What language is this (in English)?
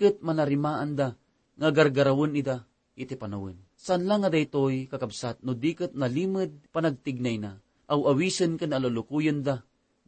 Iloko